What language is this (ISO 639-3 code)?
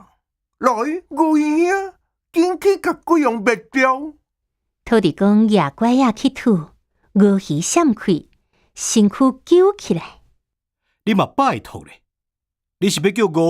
nan